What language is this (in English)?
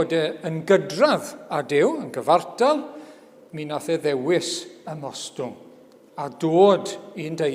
Welsh